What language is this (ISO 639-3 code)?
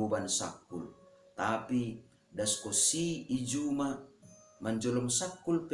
bts